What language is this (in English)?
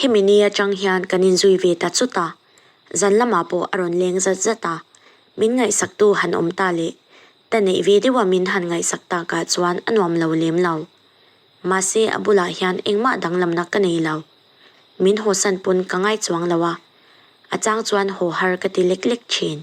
Mizo